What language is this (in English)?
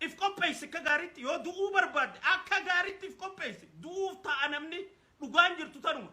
Oromo